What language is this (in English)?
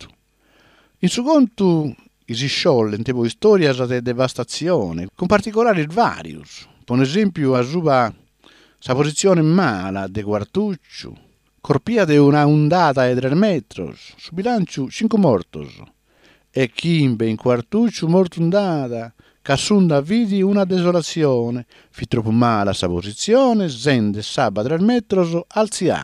Sardinian